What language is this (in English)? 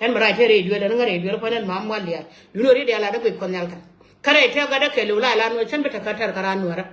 Nuer